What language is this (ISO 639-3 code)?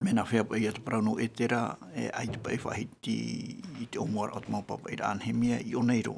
tah